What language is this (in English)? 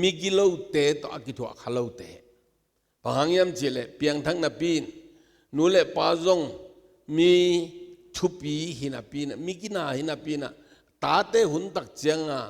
Tedim Chin